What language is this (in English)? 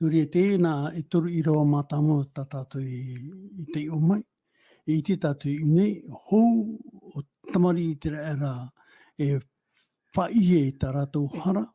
Tahitian